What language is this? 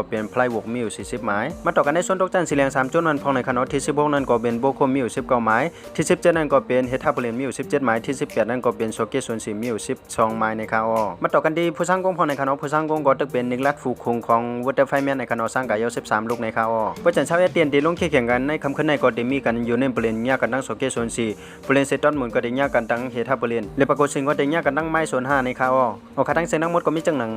Shan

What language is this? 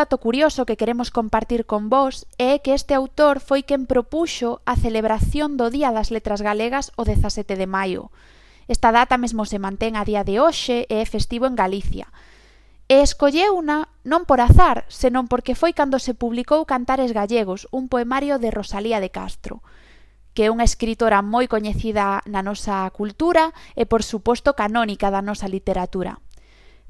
Galician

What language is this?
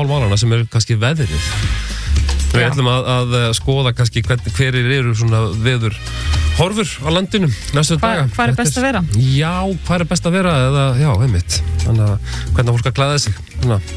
Icelandic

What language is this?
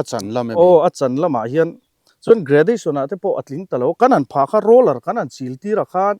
Mizo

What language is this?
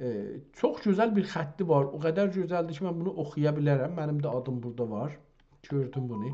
South Azerbaijani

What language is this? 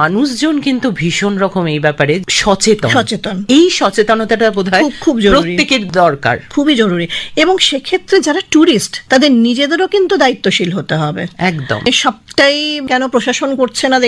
Bangla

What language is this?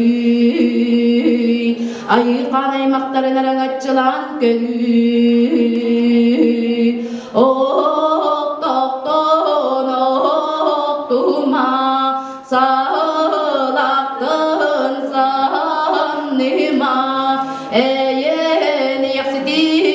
Yakut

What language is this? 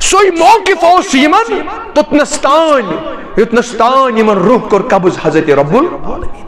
Kashmiri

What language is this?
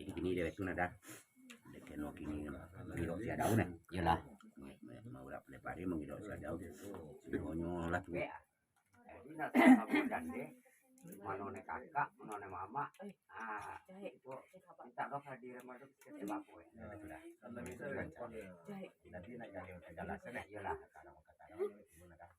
Minangkabau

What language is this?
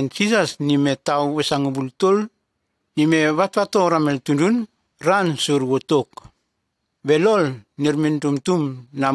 Nume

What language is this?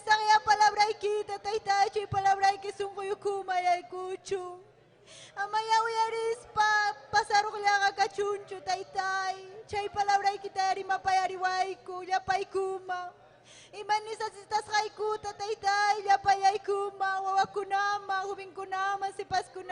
Ayacucho Quechua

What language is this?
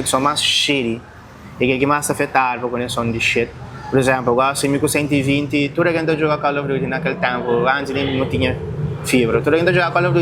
Kabuverdianu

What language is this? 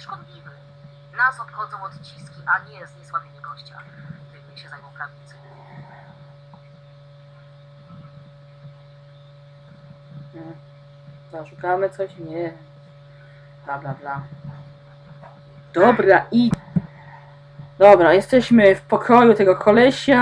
Polish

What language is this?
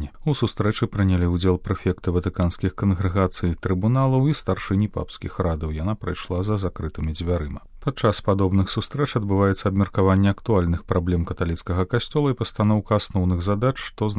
Belarusian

